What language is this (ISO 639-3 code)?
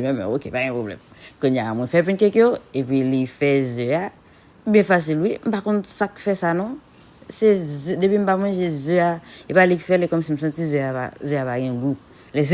hat